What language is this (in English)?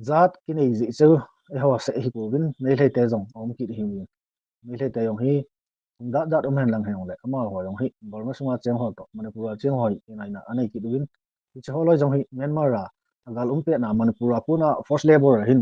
Thado Chin